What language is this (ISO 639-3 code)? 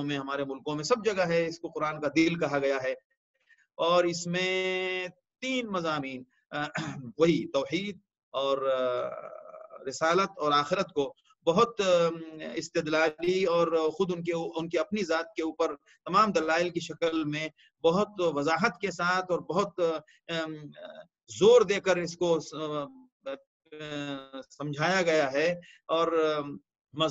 urd